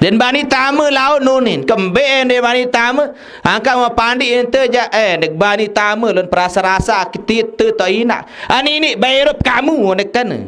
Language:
Sasak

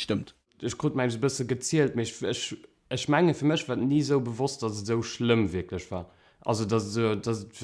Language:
Luxembourgish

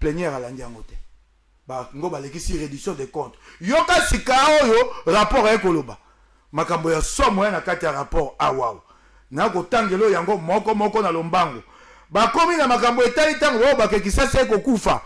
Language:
Lingala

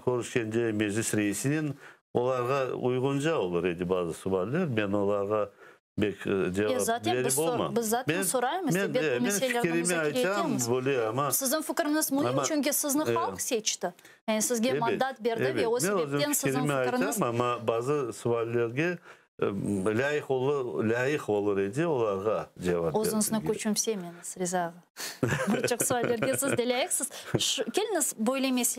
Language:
Crimean Tatar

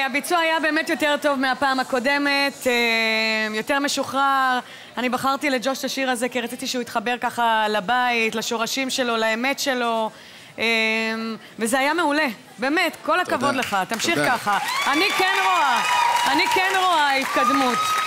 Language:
Hebrew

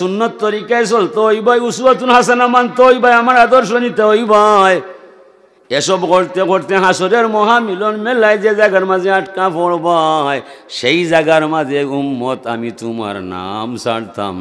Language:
Sylheti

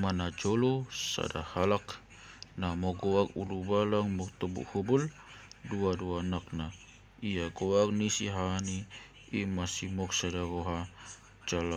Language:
Batak Toba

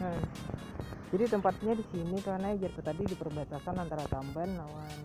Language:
Banjar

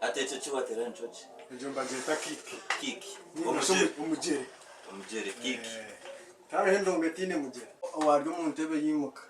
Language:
Nyankole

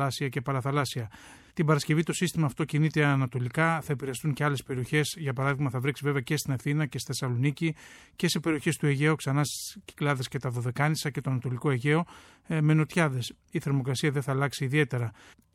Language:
Greek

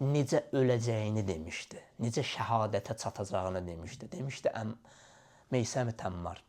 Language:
Azerbaijani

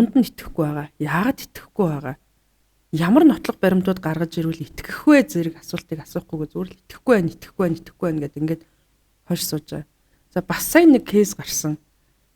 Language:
Mongolian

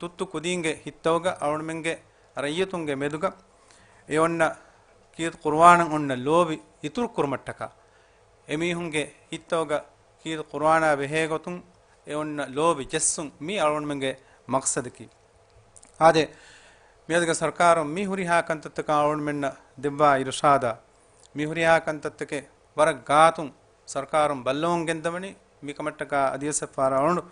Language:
Divehi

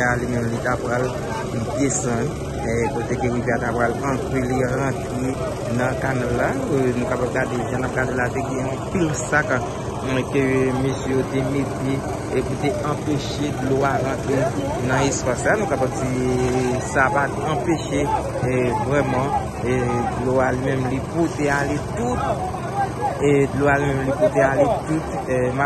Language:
Haitian Creole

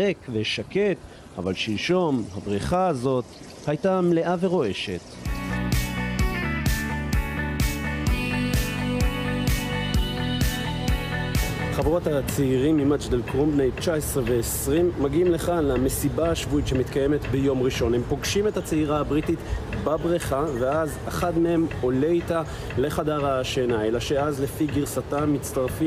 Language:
Hebrew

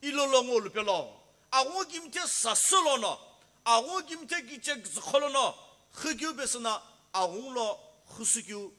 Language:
Sumi Naga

